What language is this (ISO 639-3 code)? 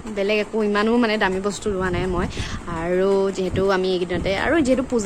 asm